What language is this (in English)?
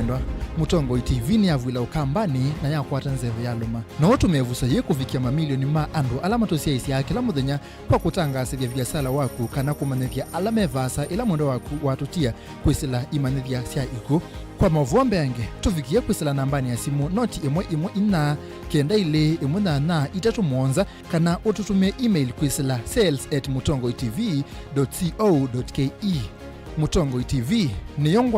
Kamba